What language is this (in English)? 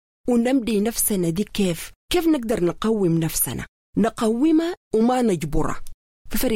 Sudanese Arabic